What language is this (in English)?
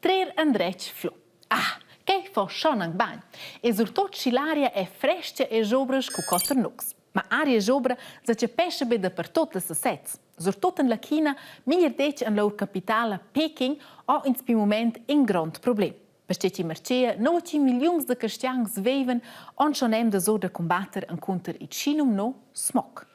Romansh